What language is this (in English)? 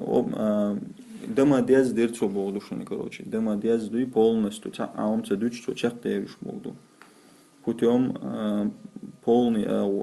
Chechen